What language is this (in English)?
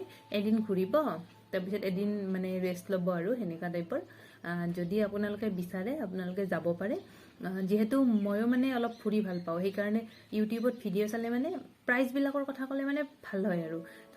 Assamese